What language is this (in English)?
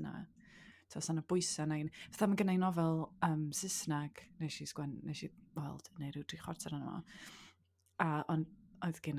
Welsh